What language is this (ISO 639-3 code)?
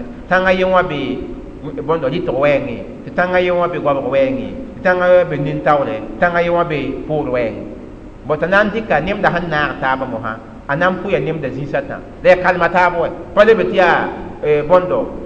mos